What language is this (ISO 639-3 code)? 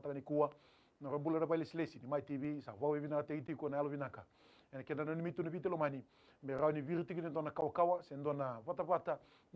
fij